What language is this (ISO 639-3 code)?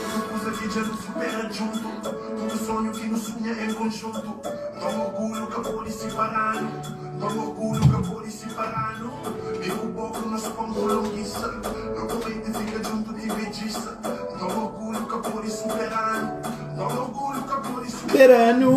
kea